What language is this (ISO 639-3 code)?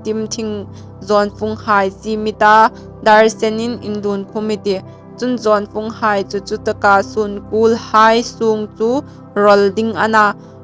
hmr